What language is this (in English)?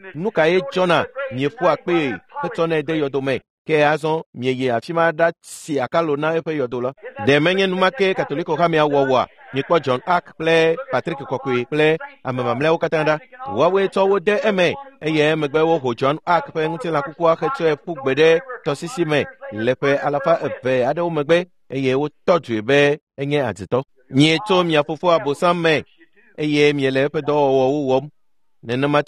Ewe